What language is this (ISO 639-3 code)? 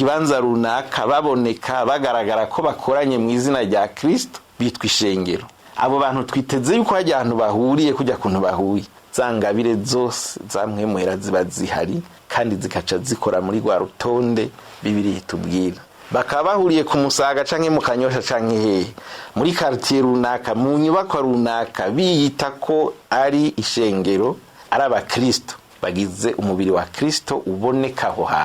run